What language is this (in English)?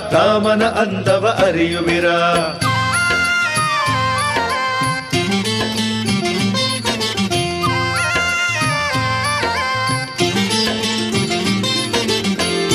Kannada